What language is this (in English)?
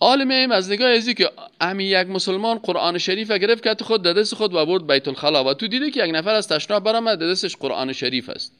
Persian